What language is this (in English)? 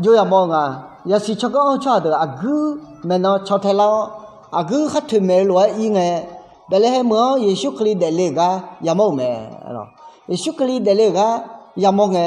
Akha